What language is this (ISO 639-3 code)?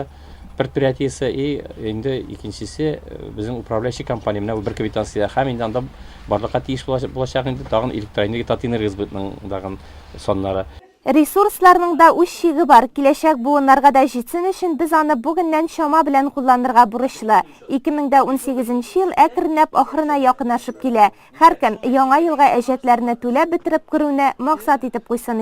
tat